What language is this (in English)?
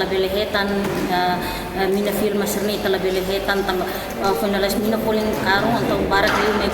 Tetum